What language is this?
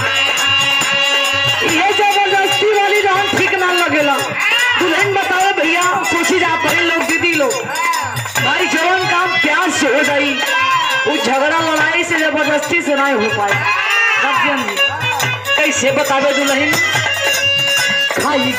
Bhojpuri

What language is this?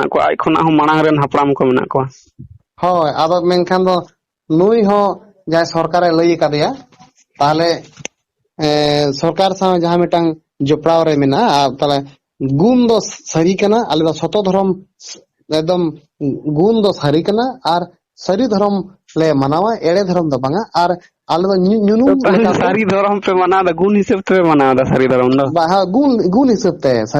Santali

